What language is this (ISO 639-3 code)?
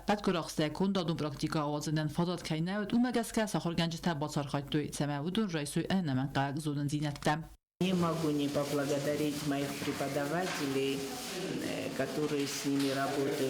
oss